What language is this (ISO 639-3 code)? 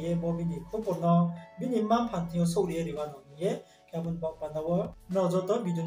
ria